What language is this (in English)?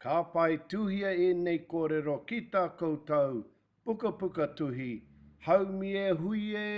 Māori